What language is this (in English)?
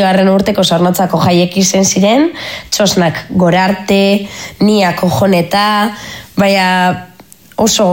Basque